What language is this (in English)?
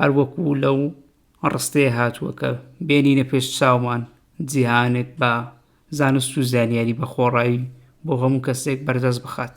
Central Kurdish